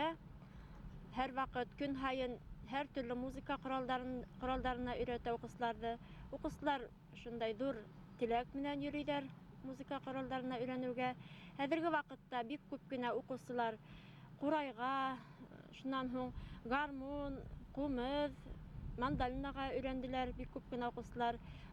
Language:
Bashkir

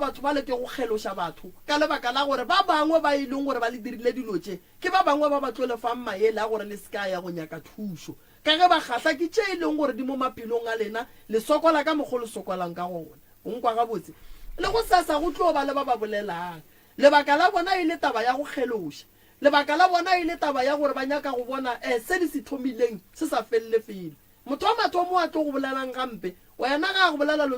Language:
Northern Sotho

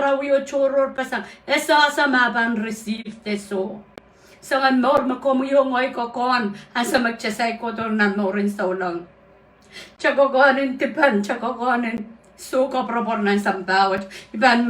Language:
Pohnpeian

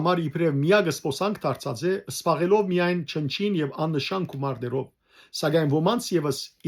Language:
Western Armenian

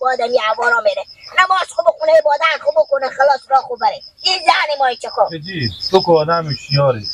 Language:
Persian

